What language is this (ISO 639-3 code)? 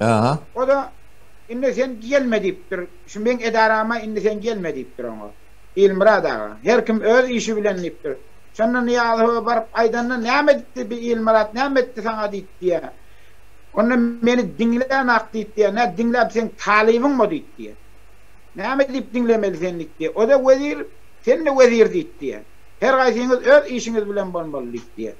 tuk